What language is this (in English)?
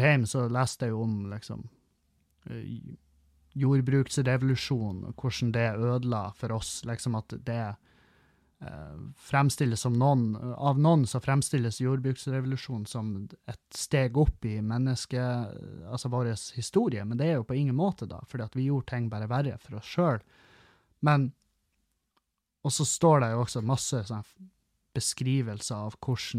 Norwegian